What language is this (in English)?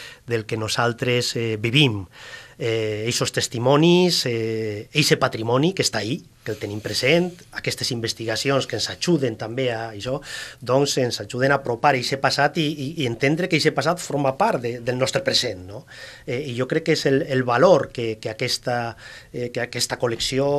Catalan